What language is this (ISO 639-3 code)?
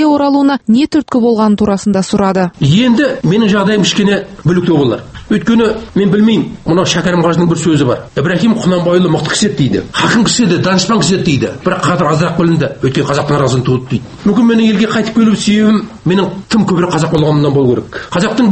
kaz